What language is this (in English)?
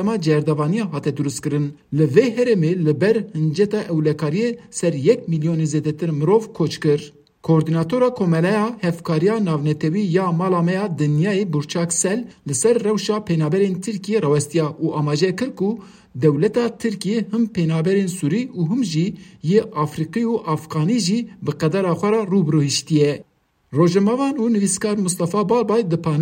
Kurdish